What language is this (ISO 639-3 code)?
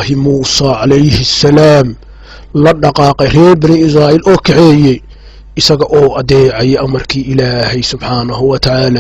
som